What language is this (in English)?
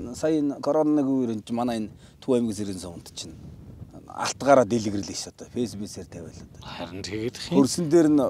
Mongolian